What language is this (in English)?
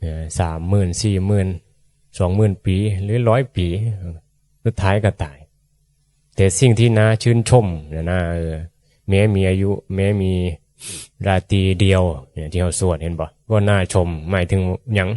Northeastern Thai